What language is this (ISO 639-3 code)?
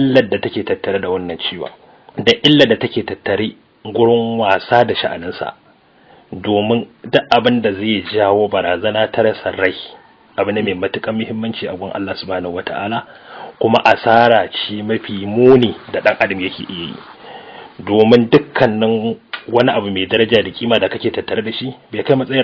hau